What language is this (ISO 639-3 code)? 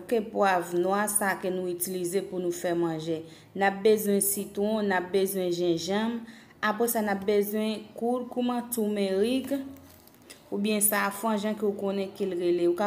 hat